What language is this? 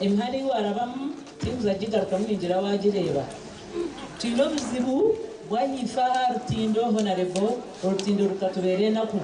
Nyankole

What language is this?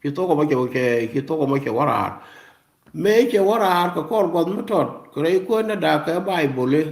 Nuer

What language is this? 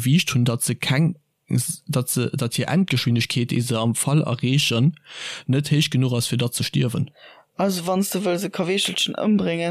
Luxembourgish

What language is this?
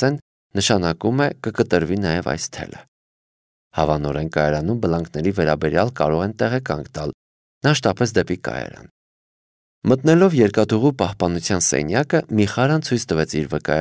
Armenian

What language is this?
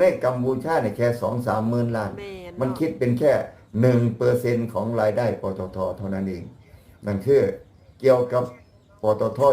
Northeastern Thai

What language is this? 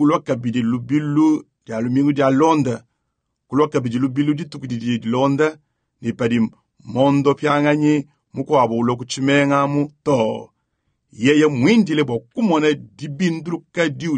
Luba-Lulua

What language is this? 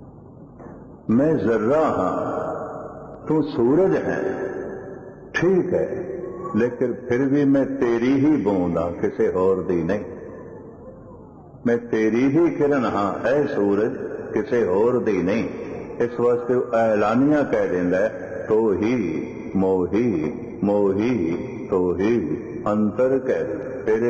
Punjabi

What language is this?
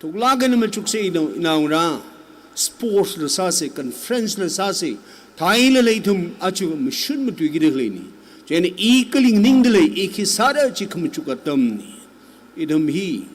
Tangkhul Naga (India)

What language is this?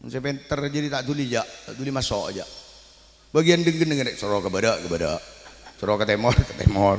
Madurese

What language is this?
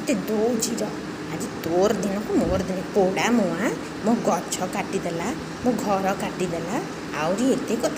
Odia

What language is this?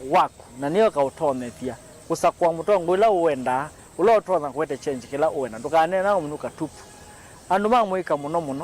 Kamba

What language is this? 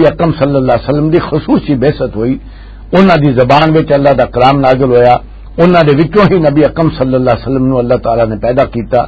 Western Panjabi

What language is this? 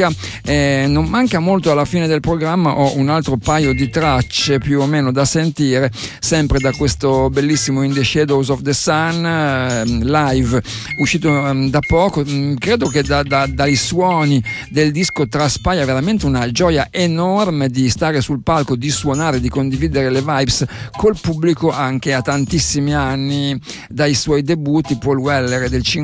Italian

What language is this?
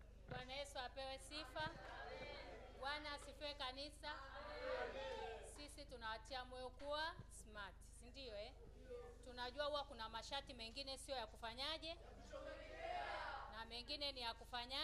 Swahili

